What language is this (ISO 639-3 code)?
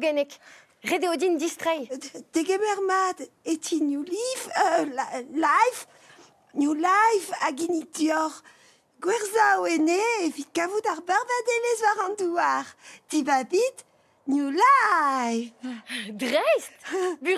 bre